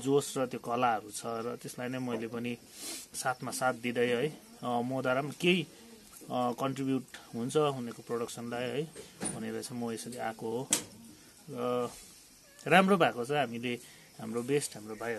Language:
Nepali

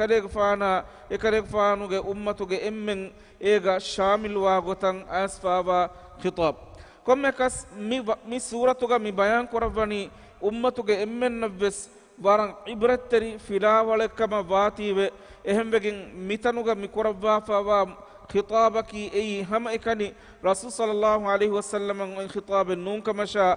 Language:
Divehi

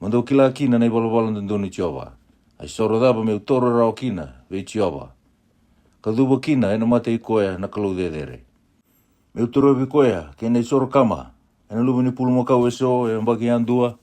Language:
Fijian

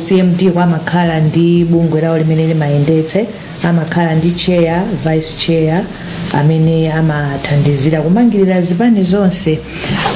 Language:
Nyanja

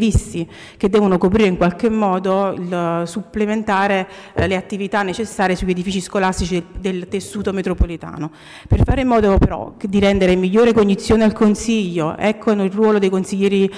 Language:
Italian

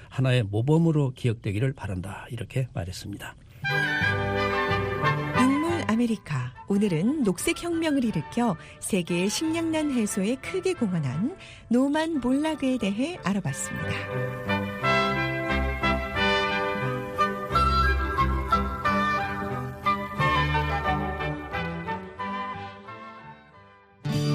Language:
Korean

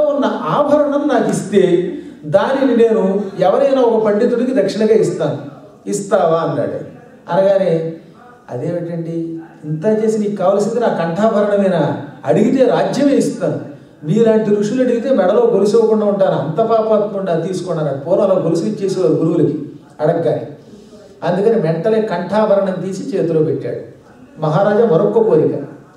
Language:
Telugu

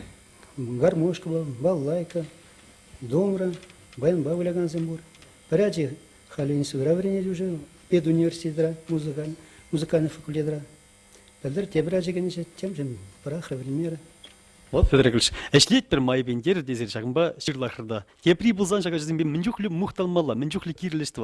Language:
Chuvash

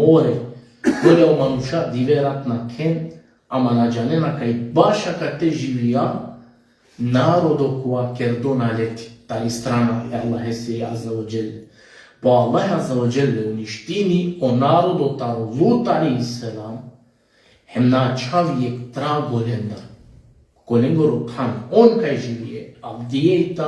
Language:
Balkan Romani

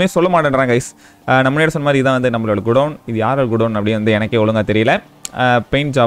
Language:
Tamil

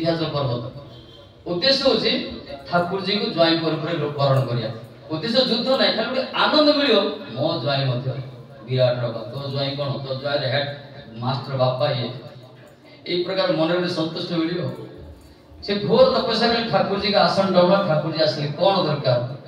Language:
Odia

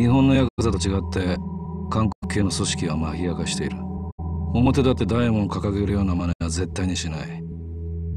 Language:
Japanese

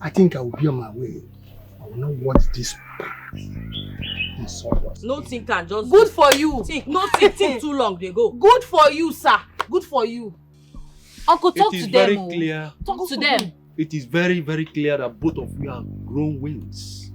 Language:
Nigerian Pidgin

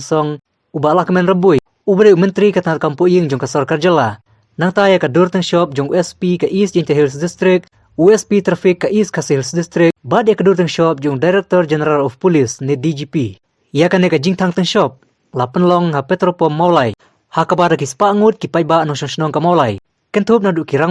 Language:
Khasi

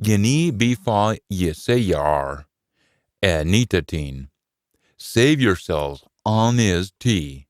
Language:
Scots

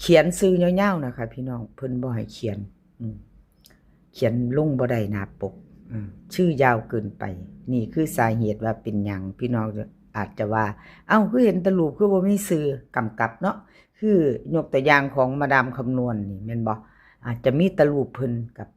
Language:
Northeastern Thai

